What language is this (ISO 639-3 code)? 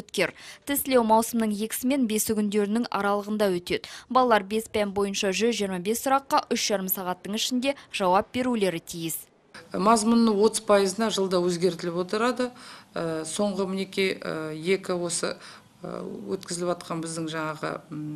kaz